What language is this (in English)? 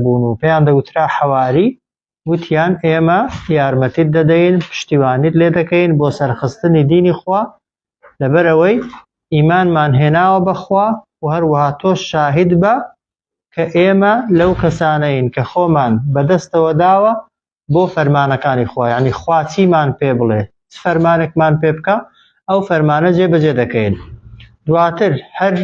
Central Kurdish